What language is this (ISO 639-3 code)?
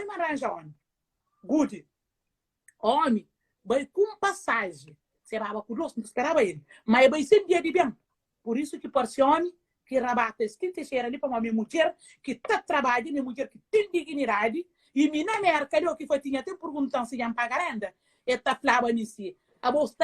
kea